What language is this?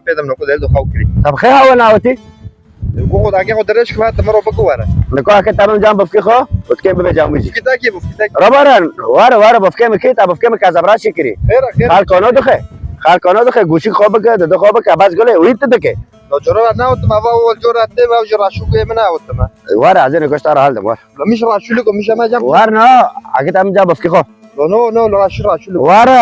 Kurdish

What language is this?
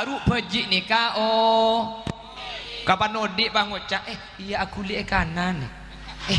Madurese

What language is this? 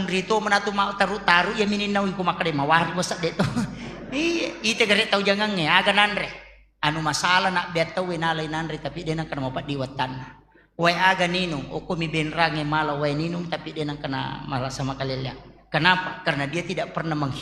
Buginese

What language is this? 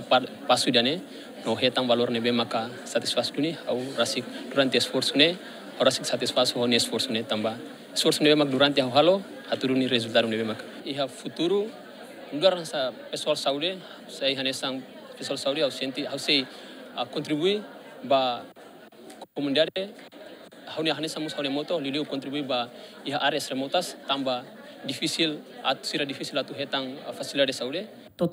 Tetum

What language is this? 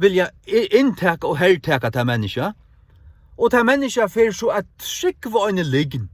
Faroese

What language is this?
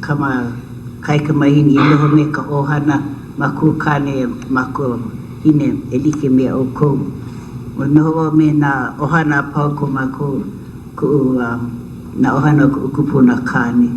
Hawaiian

